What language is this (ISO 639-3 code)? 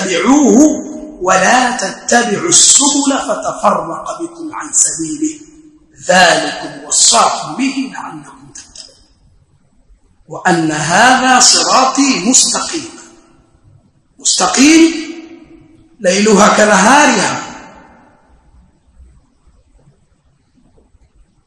swa